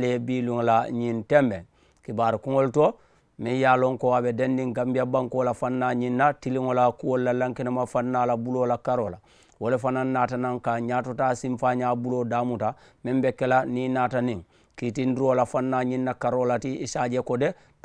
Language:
Mandingo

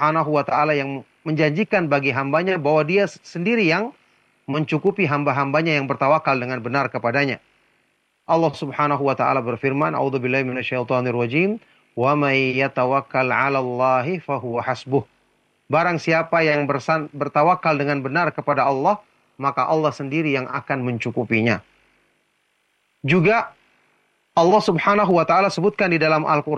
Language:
Indonesian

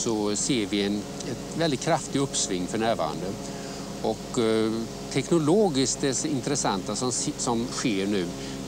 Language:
Swedish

